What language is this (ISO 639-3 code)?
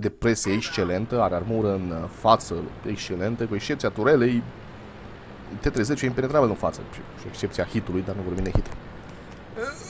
ron